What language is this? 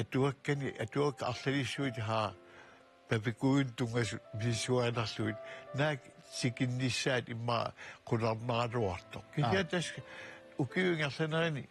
Kalaallisut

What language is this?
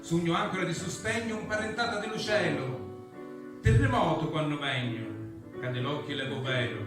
Sicilian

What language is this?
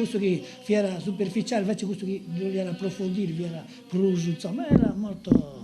Sardinian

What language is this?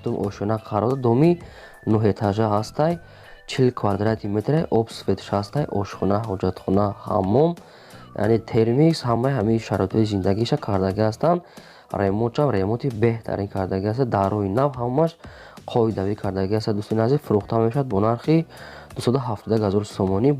Tajik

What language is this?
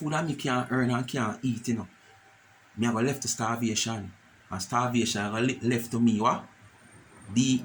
Jamaican Creole English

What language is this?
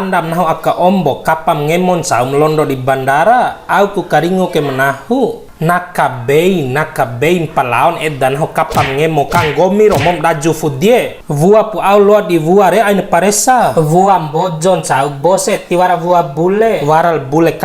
Bima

